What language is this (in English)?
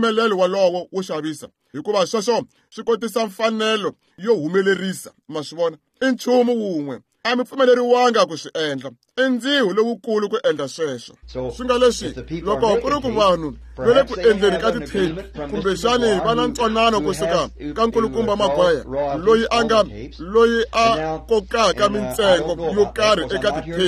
Tsonga